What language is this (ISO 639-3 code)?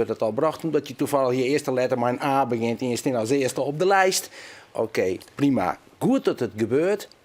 fry